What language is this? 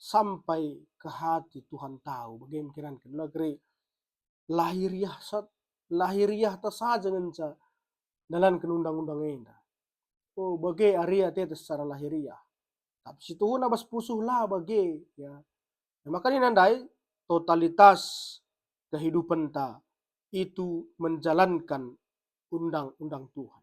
Batak Karo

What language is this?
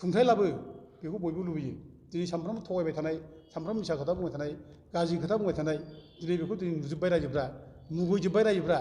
Bodo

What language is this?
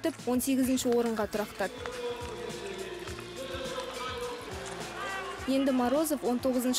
Kazakh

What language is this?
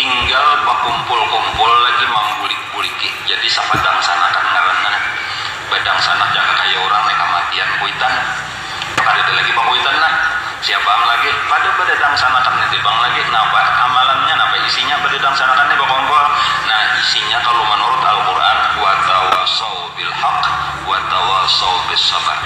Banjar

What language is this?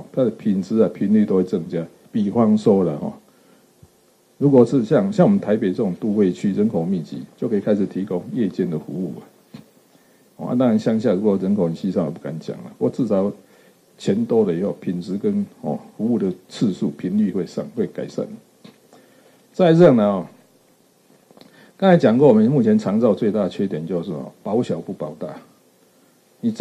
Chinese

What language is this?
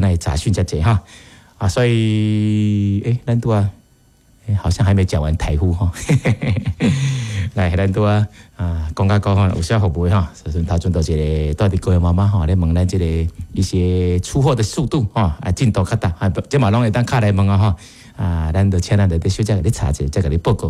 Min Nan Chinese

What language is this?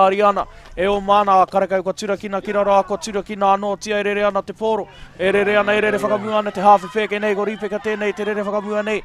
Māori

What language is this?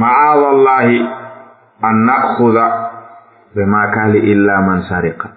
Fula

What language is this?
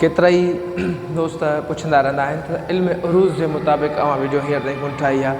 Sindhi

